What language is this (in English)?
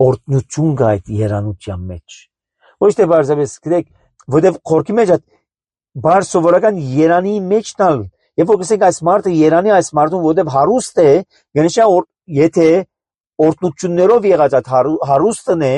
Armenian